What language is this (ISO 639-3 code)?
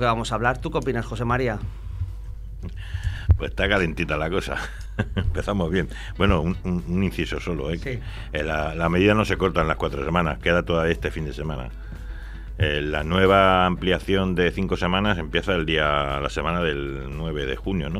spa